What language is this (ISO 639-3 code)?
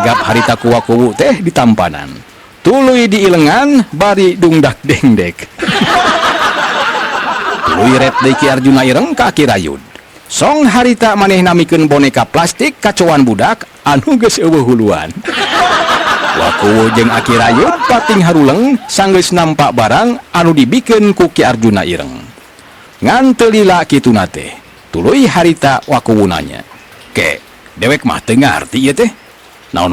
sun